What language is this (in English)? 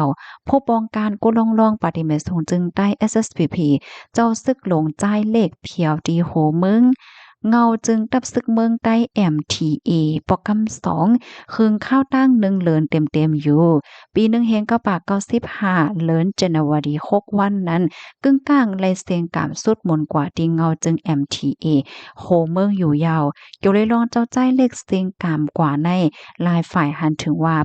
Shan